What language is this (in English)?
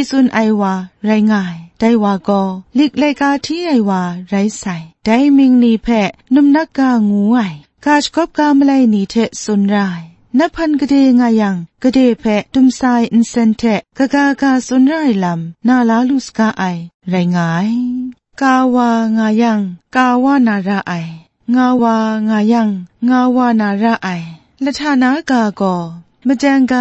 Kachin